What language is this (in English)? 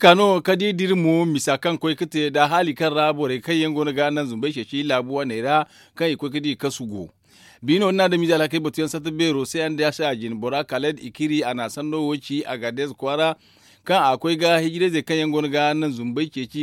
Zarma